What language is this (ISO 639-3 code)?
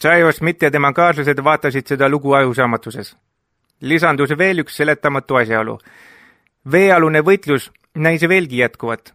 est